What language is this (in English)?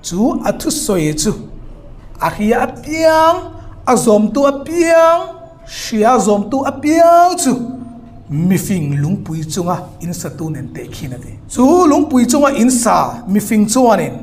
Hmar